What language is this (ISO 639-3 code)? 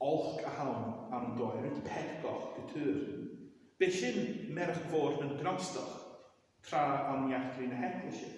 gla